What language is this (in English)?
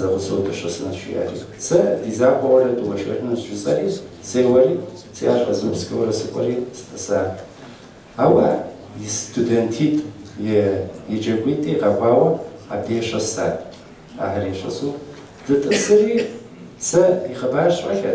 Kabardian